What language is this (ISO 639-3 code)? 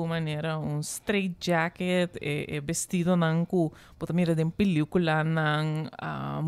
pap